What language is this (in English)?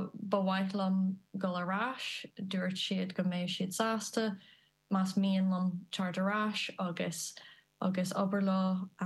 Irish